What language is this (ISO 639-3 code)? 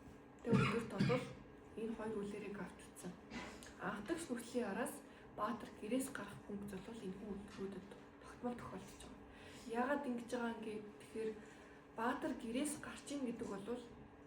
mon